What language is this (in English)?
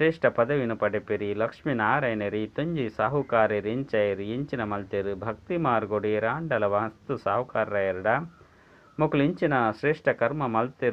Tulu